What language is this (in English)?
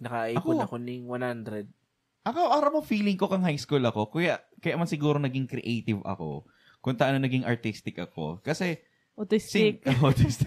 Bikol